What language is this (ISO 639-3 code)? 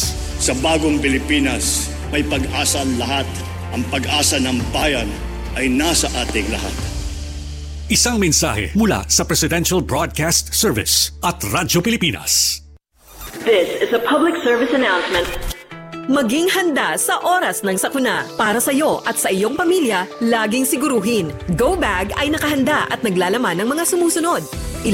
fil